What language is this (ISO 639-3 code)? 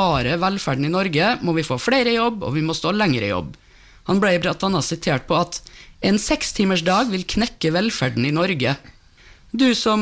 nor